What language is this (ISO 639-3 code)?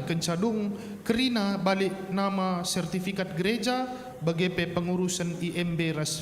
btx